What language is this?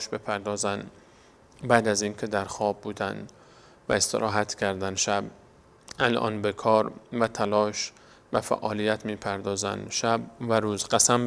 Persian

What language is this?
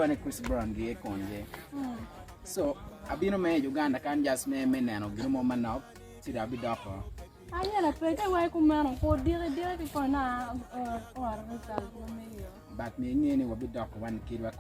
Acoli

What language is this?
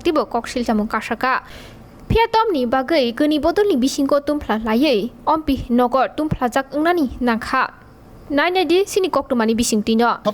Kok Borok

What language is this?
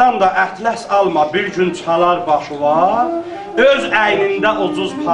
South Azerbaijani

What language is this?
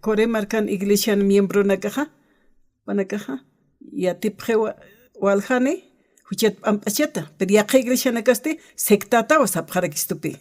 Aymara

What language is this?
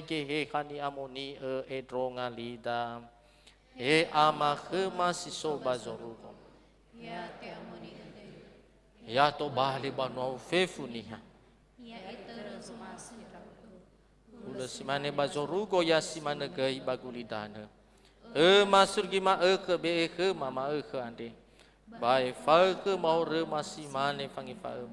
Nias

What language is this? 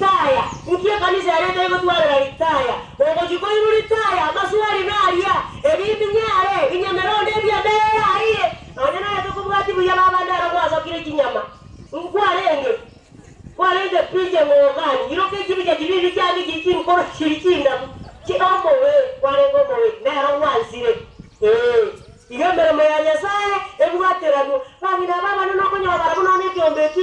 Gusii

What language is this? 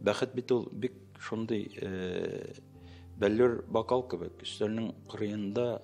Tatar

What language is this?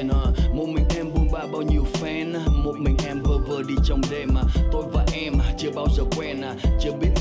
Vietnamese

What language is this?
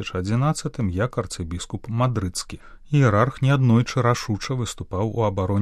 Belarusian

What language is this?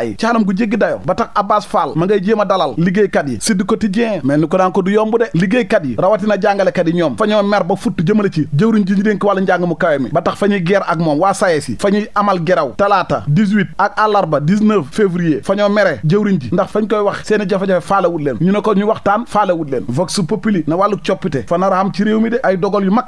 Wolof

